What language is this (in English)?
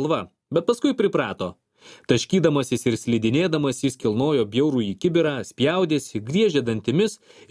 Lithuanian